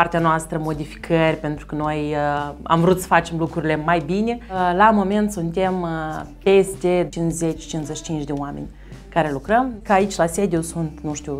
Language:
Romanian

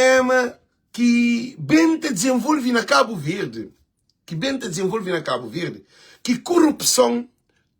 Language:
Kabuverdianu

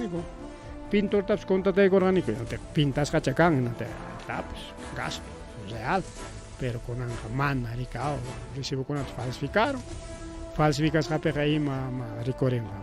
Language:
Ayacucho Quechua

